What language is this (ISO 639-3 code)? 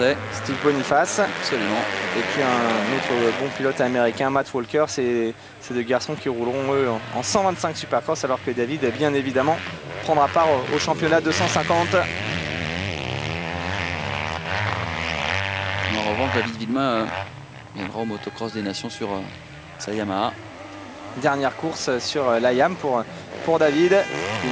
fra